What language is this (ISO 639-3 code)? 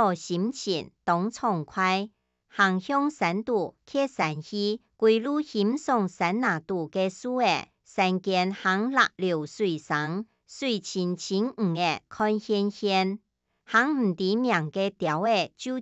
hak